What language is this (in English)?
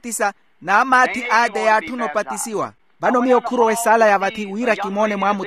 Makhuwa